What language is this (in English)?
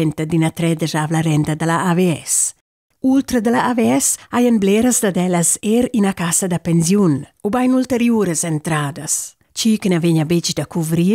Romansh